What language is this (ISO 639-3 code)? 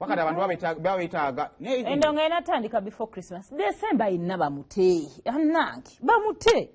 lug